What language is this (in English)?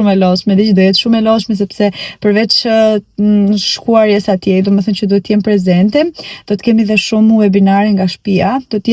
Albanian